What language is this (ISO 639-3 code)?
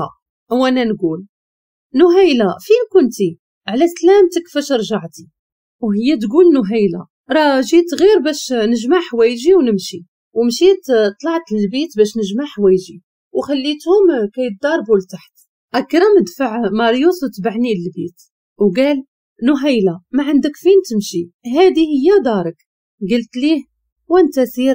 ary